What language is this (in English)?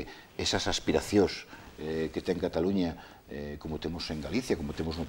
Galician